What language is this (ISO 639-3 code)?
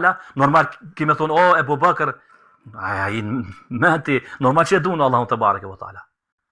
sqi